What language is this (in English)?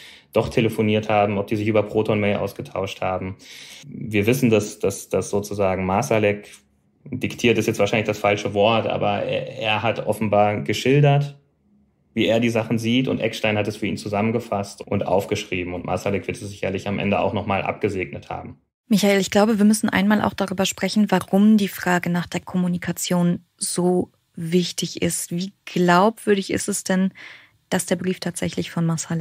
German